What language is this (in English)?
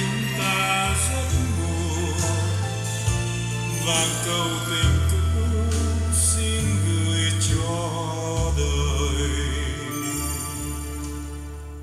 Vietnamese